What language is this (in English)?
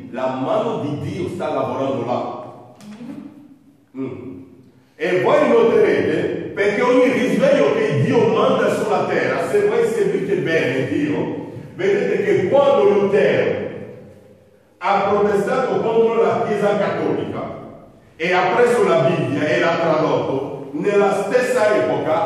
Italian